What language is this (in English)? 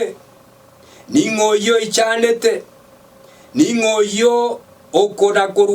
Gusii